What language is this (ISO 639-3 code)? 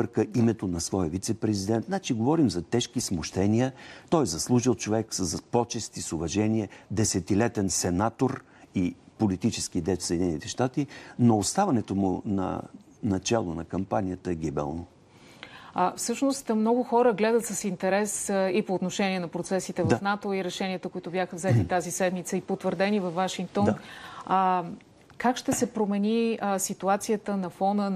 bul